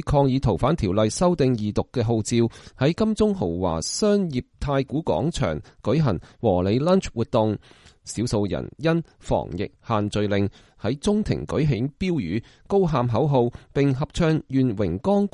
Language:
Cantonese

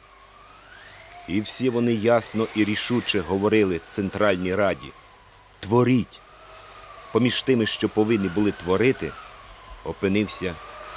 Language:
Ukrainian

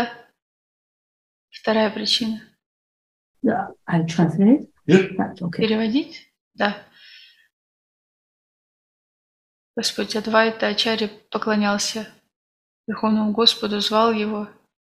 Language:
Russian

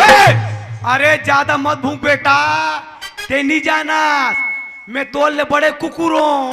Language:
Chhattisgarhi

